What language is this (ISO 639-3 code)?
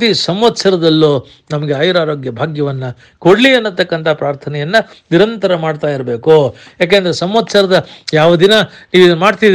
kan